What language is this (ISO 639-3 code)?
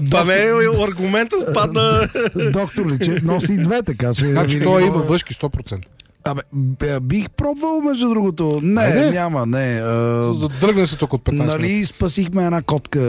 bul